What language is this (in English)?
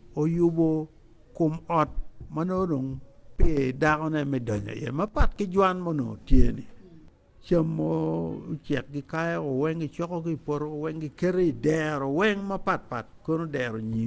Acoli